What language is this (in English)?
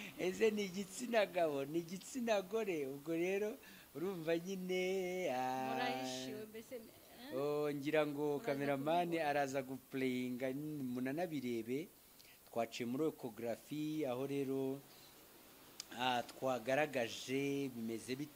Kinyarwanda